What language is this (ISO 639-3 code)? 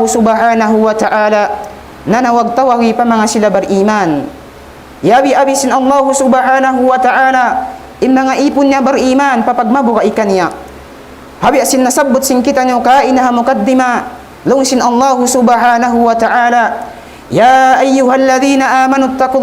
tsg